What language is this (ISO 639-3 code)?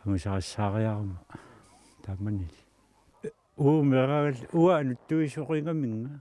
kal